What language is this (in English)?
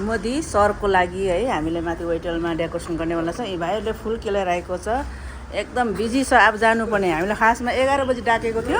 Nepali